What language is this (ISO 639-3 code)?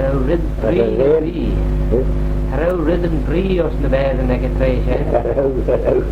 glv